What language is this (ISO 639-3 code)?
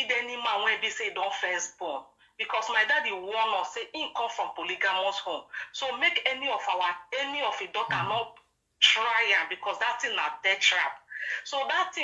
pcm